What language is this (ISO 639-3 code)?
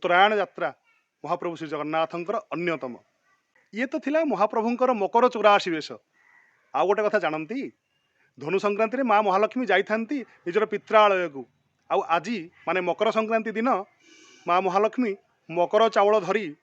ori